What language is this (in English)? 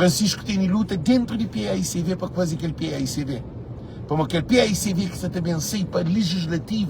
Kabuverdianu